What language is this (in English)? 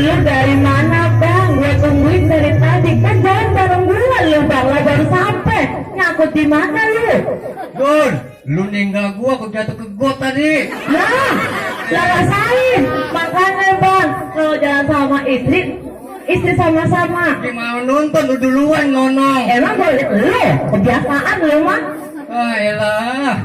Betawi